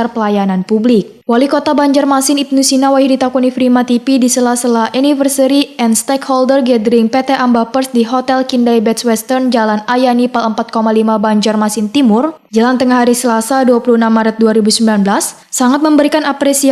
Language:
Banjar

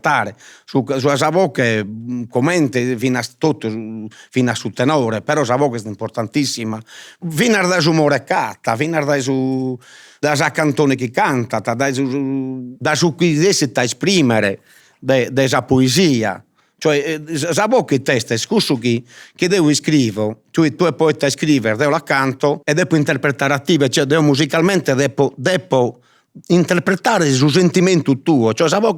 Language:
Sardinian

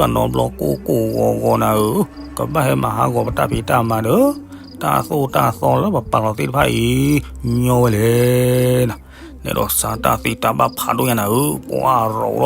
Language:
S'gaw Karen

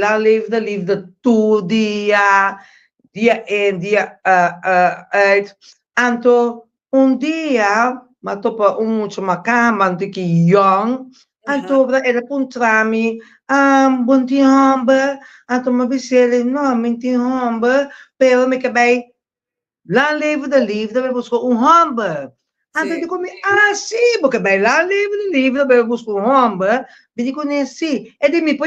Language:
Papiamento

